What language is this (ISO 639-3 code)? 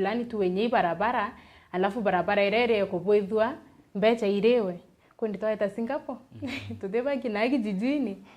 mer